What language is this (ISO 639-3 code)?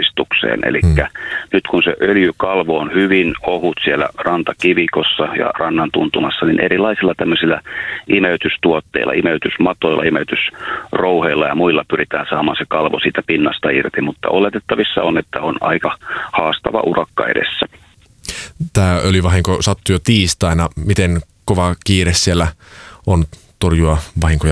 fin